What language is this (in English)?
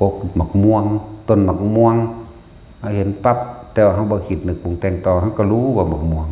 Northeastern Thai